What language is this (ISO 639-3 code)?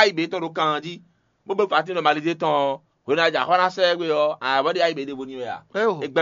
fon